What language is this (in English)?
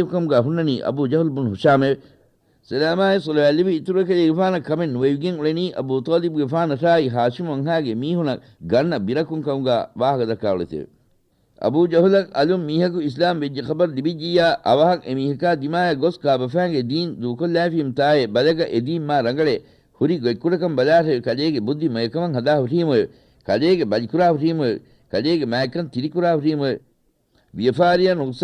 Divehi